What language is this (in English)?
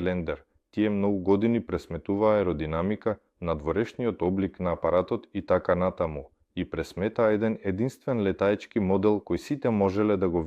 Macedonian